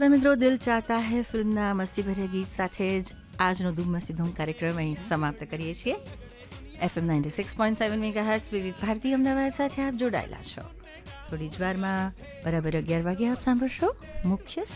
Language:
Gujarati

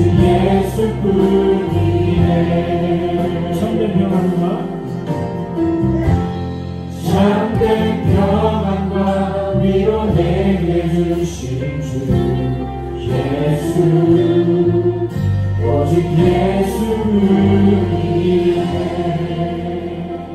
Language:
Korean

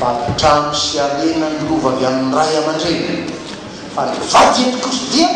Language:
Malagasy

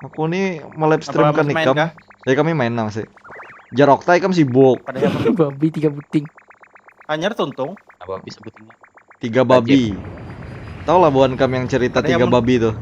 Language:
Banjar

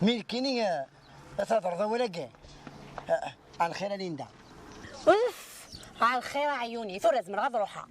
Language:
Kabyle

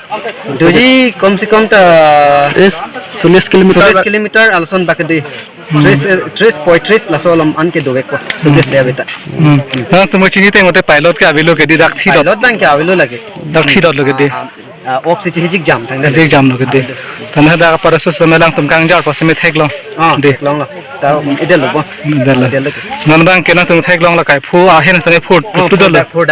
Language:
Karbi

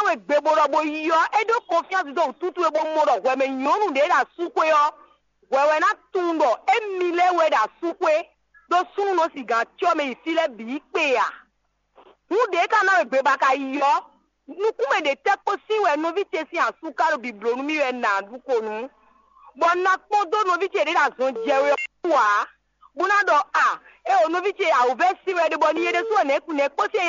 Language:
Fon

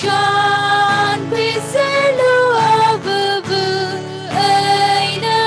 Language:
Tangkhul Naga (India)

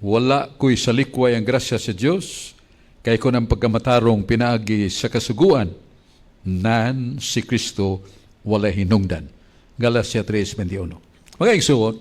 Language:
Cebuano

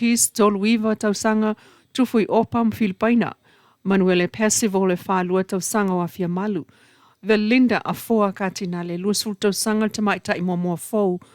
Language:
Samoan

